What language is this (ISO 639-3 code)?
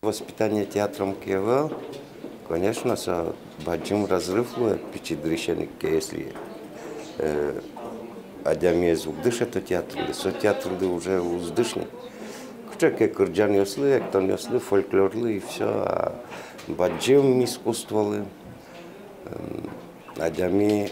udm